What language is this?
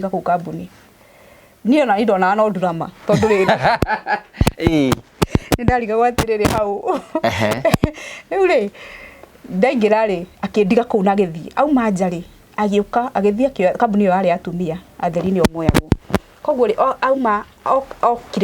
Kikuyu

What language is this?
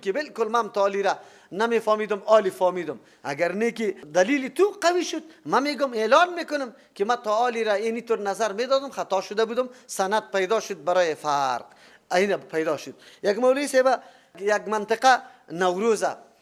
Persian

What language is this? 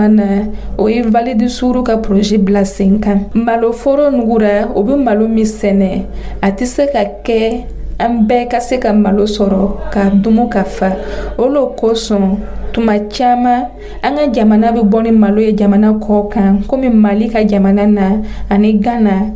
Dyula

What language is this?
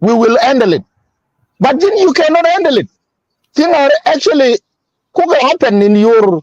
Nuer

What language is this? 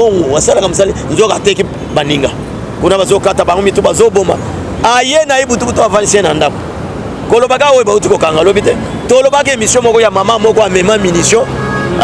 Lingala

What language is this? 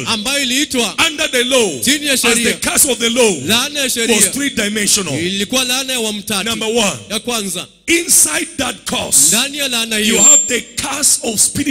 Swahili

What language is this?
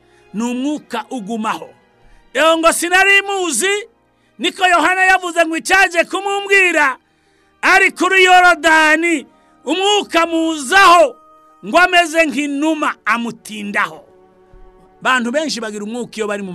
Kinyarwanda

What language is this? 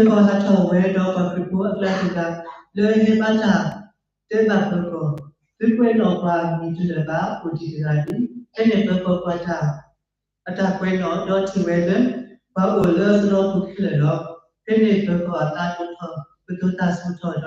S'gaw Karen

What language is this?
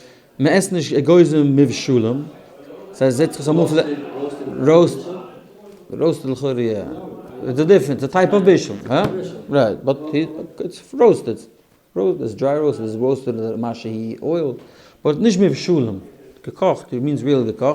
Yiddish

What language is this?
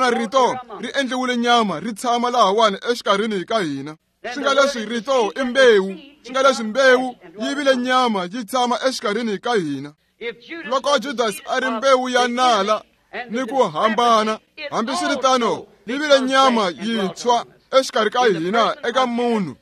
Tsonga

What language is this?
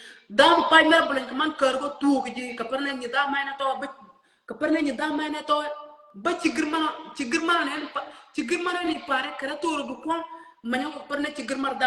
Nuer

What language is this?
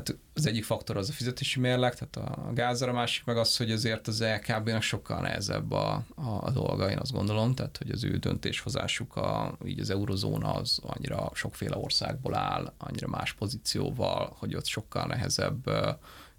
Hungarian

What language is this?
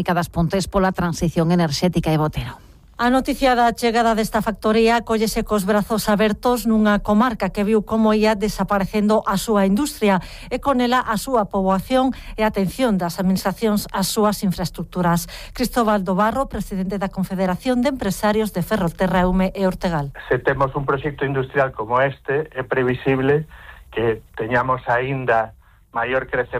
Galician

